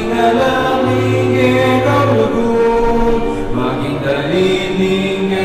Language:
Pampanga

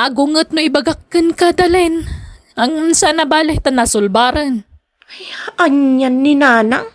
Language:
Iloko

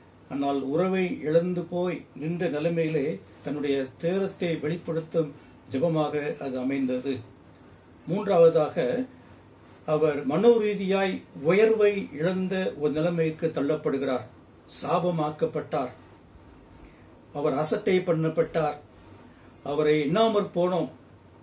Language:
Tamil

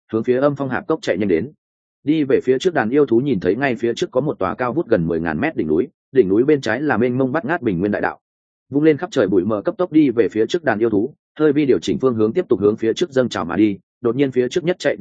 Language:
Vietnamese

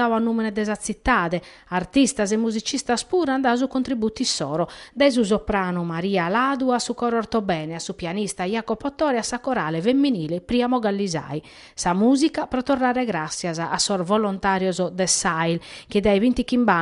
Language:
Sardinian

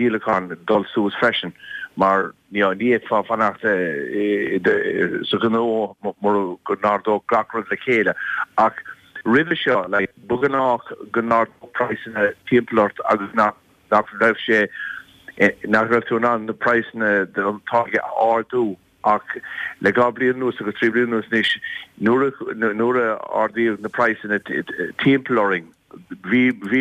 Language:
Irish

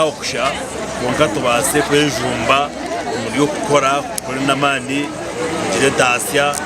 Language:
Nyankole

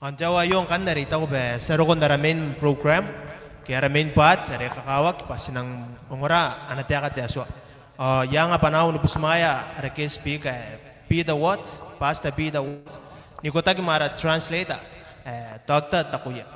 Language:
Gilbertese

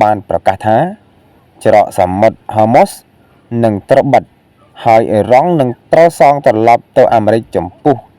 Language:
Khmer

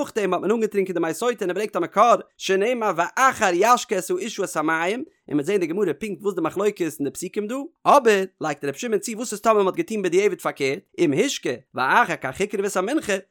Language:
Yiddish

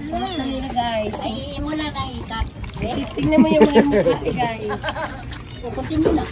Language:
Cebuano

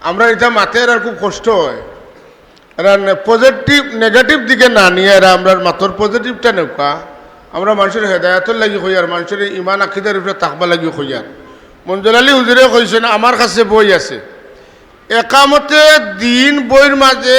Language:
Sylheti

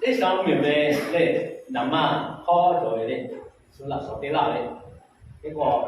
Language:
Lahu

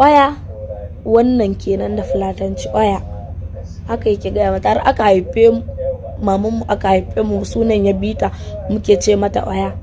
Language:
Hausa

